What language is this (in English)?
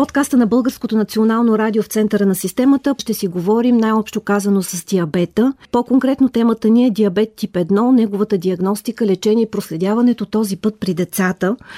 Bulgarian